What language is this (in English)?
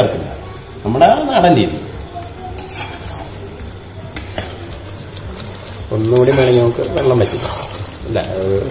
Malayalam